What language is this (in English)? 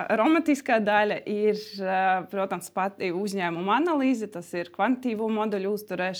Latvian